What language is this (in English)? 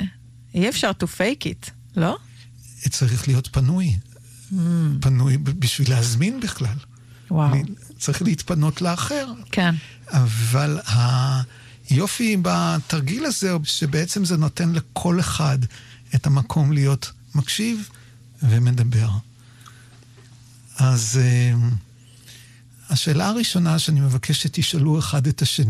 Hebrew